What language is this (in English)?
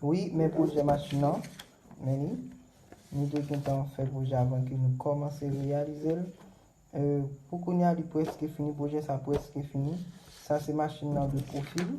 Haitian Creole